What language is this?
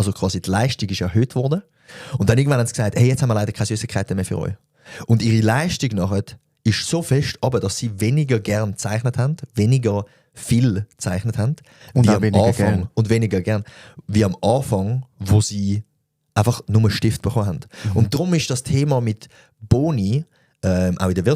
Swiss German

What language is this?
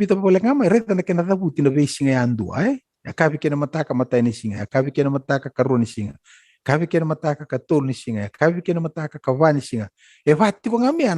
Fijian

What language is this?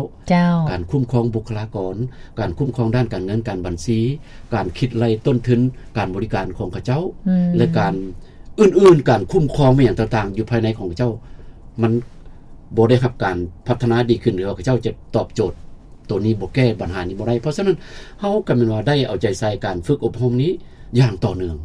Lao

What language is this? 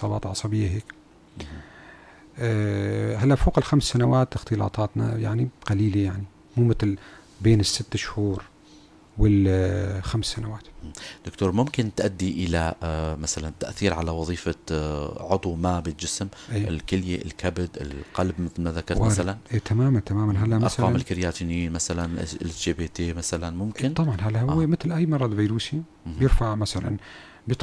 North Levantine Arabic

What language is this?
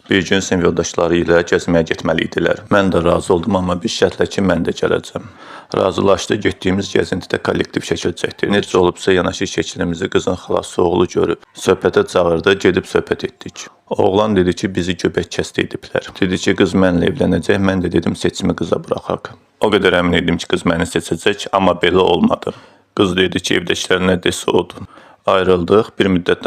Azerbaijani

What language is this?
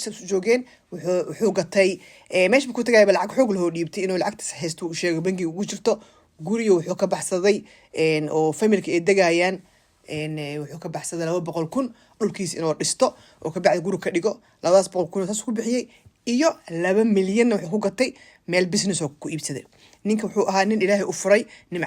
Somali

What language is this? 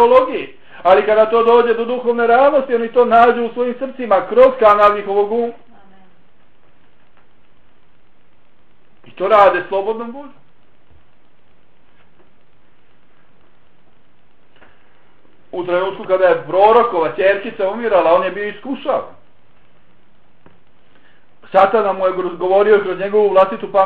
Bosnian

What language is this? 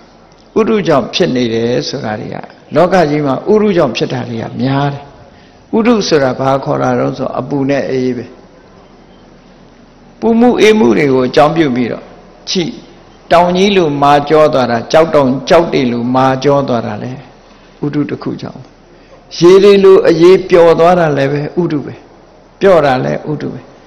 Burmese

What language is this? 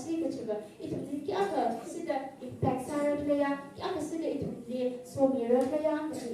Tangkhul Naga (India)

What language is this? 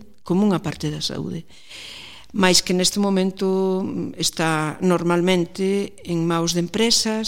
Galician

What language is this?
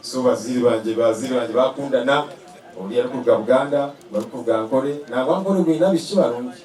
Nyankole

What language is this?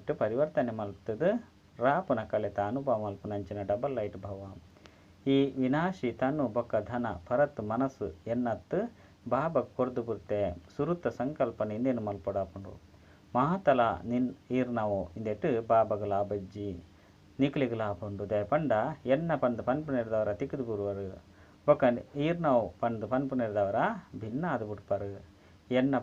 Tulu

